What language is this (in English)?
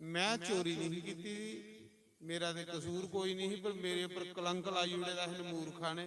Dogri